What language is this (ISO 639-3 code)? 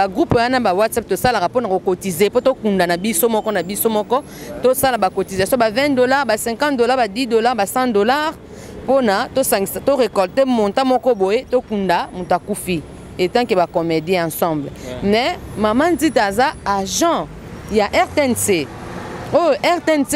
lin